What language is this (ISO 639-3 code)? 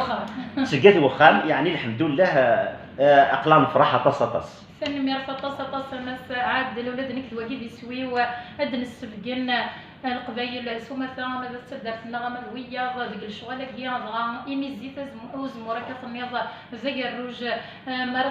kab